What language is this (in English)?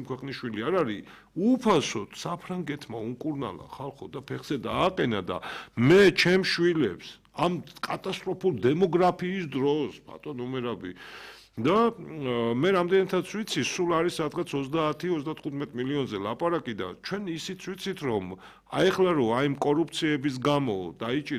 Georgian